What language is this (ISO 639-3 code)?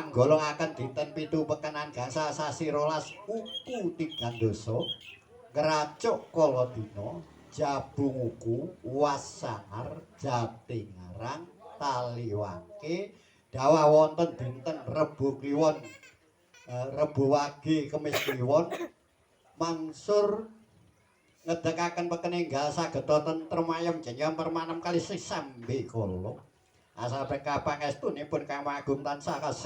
jav